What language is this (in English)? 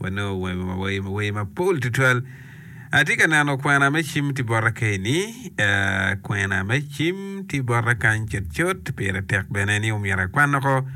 Acoli